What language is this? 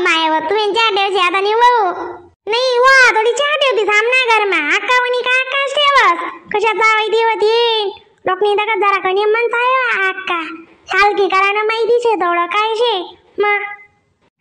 Khandesi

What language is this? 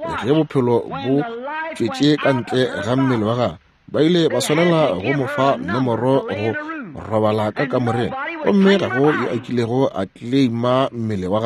Northern Sotho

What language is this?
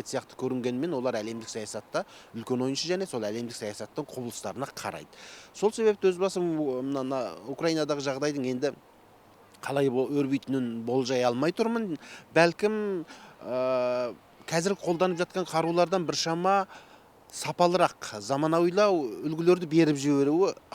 Kazakh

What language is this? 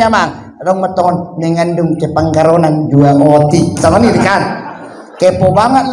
Batak Toba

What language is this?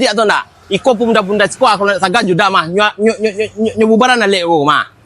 Minangkabau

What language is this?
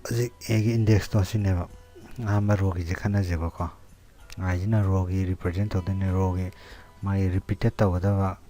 Manipuri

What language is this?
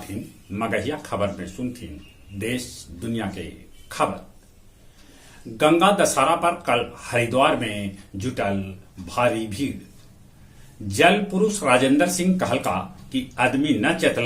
Magahi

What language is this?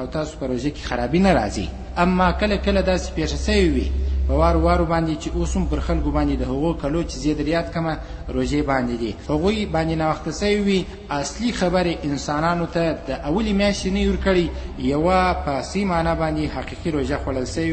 Pashto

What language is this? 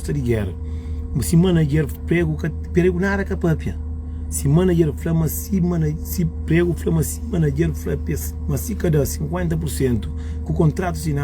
Kabuverdianu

